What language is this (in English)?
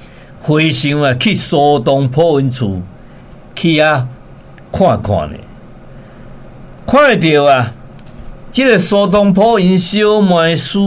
Min Nan Chinese